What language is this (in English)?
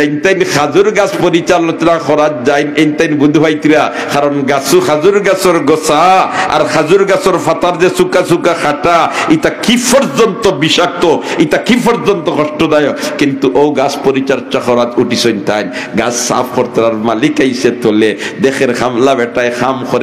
Sylheti